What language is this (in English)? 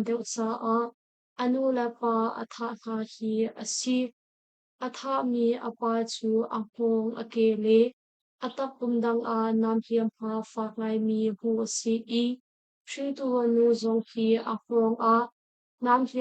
Hakha Chin